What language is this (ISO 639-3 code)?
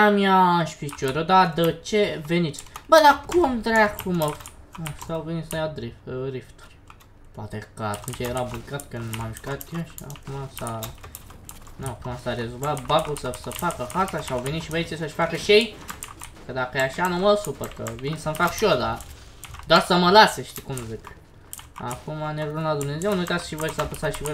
ron